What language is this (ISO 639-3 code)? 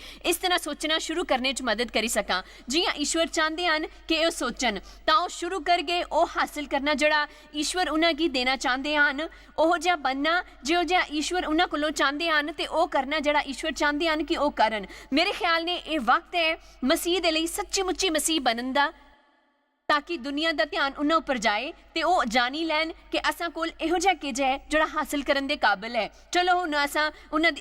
doi